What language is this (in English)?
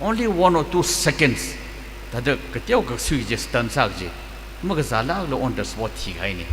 Tangkhul Naga (India)